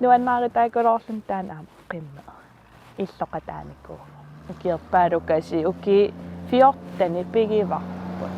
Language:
Kalaallisut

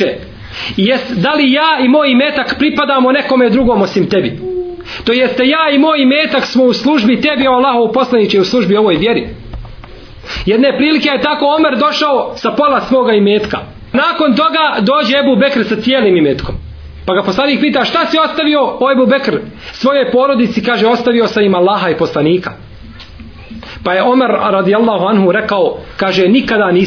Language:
Bosnian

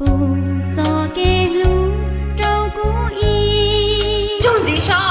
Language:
Hmong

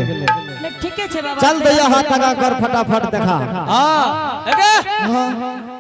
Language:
Angika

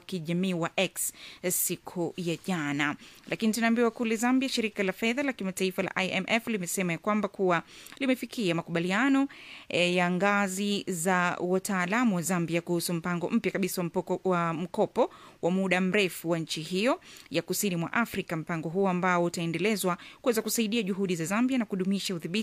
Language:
Swahili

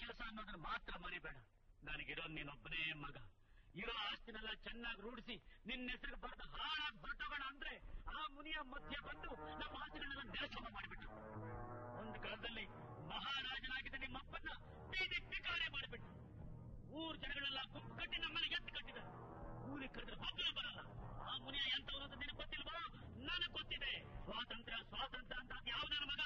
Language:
Kannada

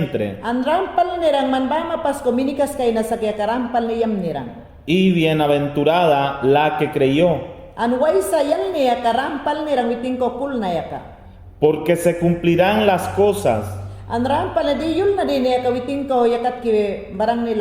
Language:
Mayangna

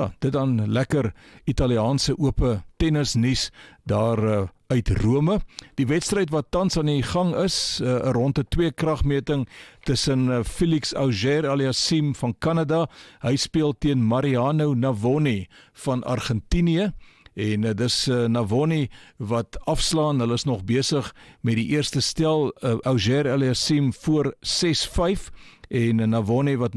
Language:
Afrikaans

